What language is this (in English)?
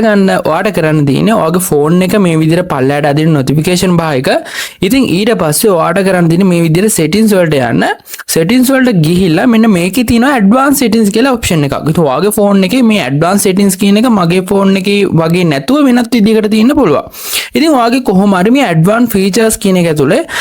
Sinhala